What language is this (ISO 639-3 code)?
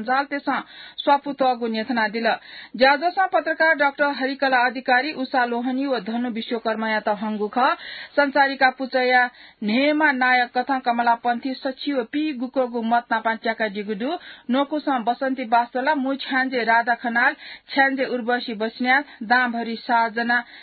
new